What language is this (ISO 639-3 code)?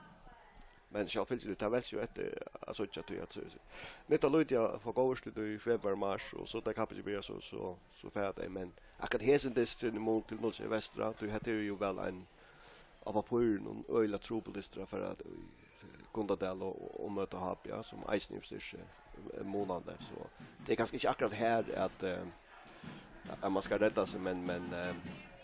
fao